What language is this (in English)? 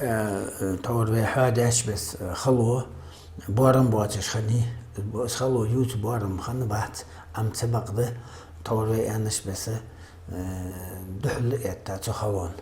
Ingush